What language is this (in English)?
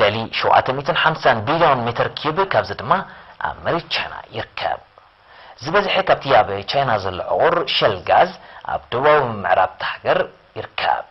Tigrinya